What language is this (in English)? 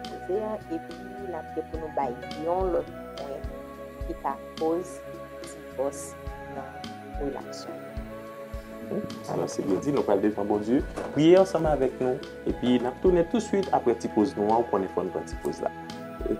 Haitian Creole